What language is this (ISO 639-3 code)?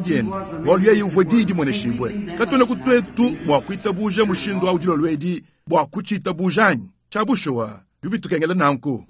lua